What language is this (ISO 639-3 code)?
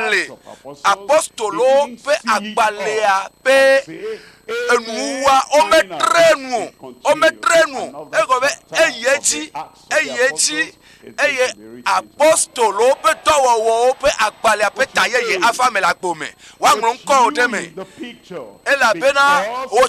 ewe